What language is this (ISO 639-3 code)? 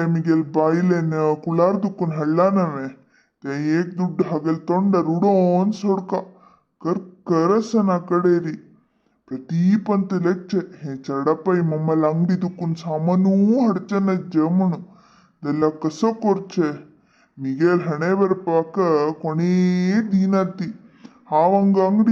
kok